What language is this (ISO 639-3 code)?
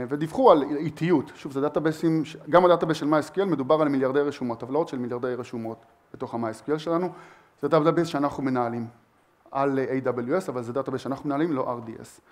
heb